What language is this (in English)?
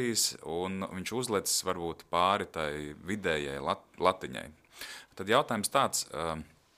Latvian